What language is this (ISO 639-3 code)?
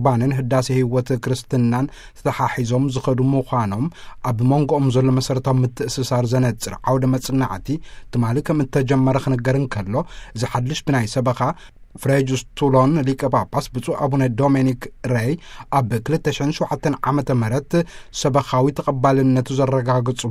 tir